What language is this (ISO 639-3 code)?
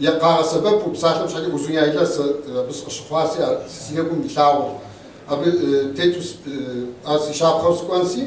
kbd